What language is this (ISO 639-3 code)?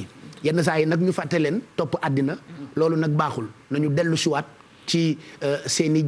wol